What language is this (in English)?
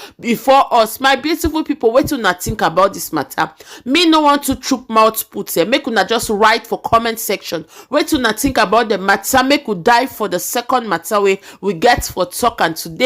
Nigerian Pidgin